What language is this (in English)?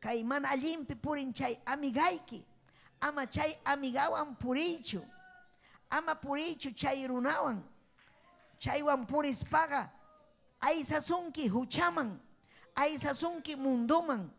Ayacucho Quechua